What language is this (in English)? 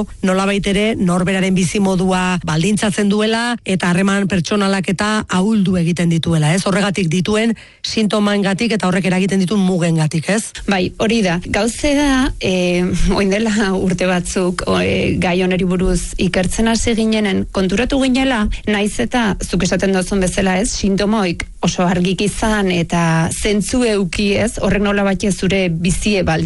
Basque